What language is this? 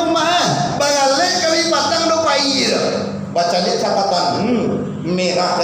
Minangkabau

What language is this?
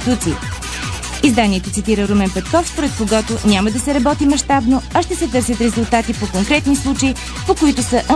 Bulgarian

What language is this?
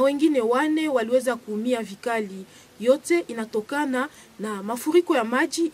Swahili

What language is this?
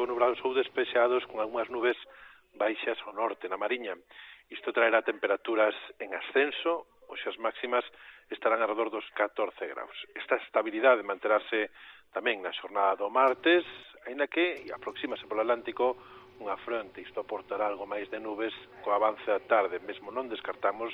Galician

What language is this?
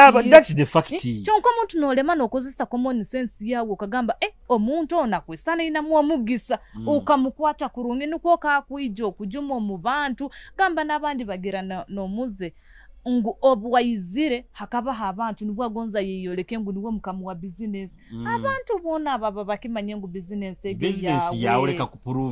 Nyoro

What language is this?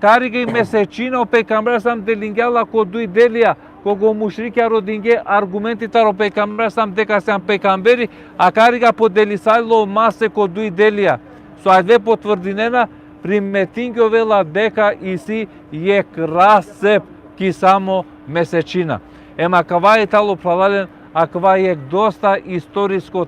Balkan Romani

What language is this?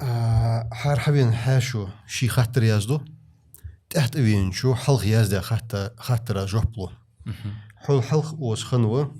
Ingush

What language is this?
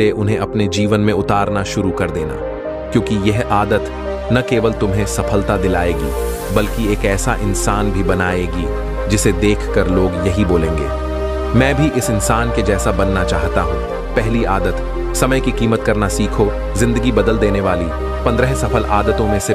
Hindi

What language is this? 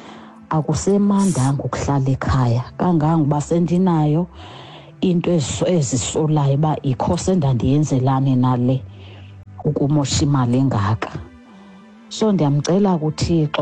Xhosa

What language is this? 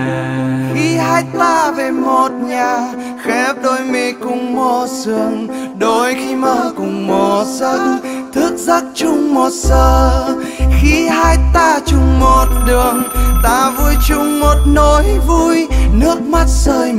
Vietnamese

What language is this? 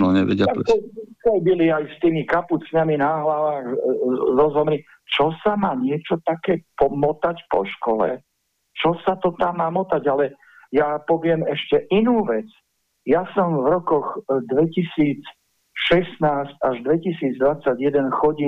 Slovak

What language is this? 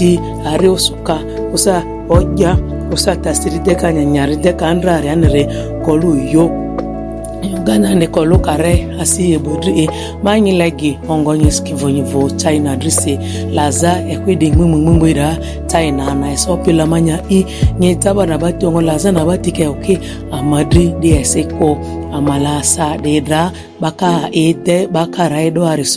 Ma'di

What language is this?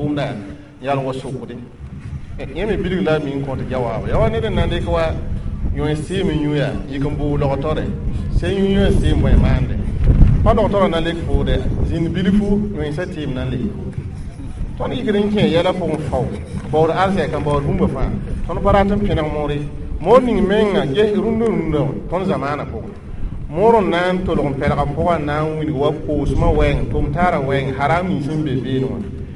Mossi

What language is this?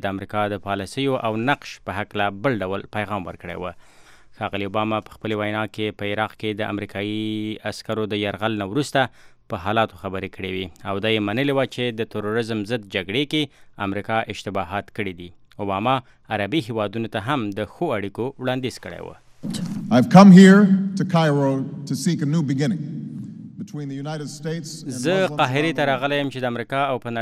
Pashto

